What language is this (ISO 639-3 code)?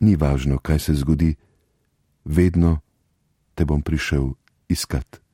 slv